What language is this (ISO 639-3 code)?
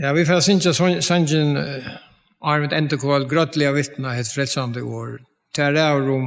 fao